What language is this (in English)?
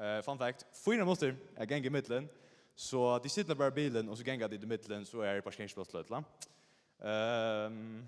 Faroese